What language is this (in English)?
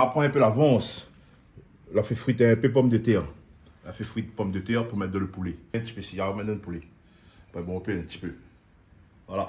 Réunion Creole French